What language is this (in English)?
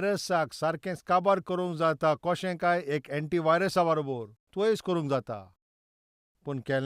Konkani